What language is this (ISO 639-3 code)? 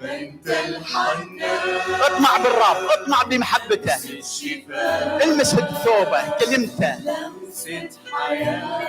acm